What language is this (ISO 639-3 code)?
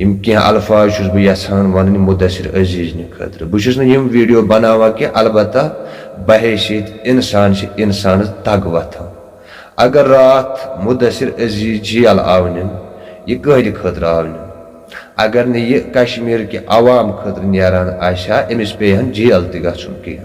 kas